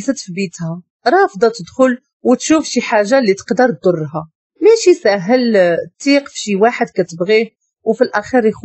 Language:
Moroccan Arabic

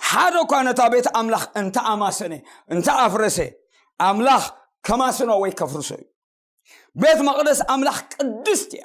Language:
Tigrinya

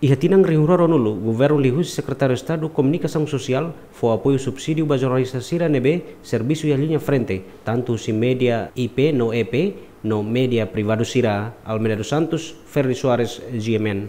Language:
Tetum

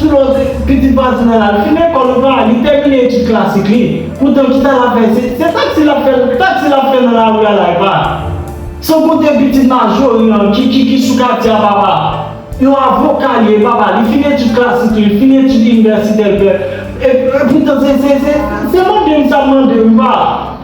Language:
Haitian Creole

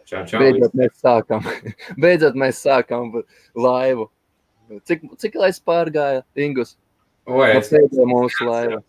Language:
Latvian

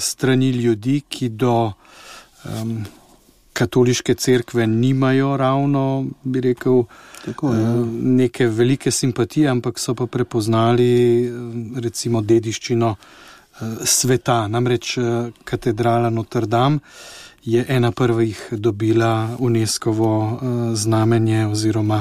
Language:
Slovenian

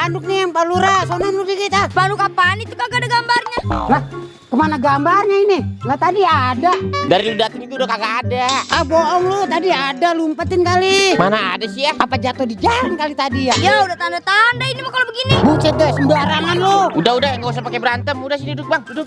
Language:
Betawi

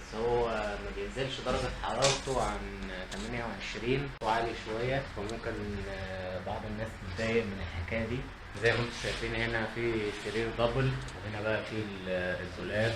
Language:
Egyptian Arabic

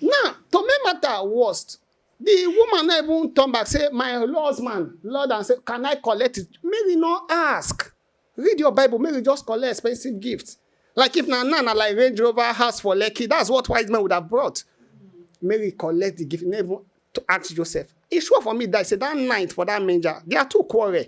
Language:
Nigerian Pidgin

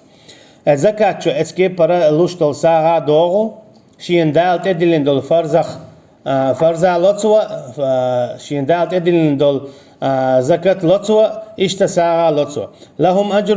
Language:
Chechen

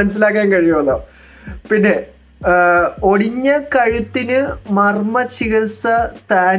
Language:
Malayalam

